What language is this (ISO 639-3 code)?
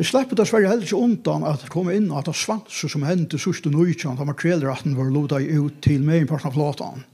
fao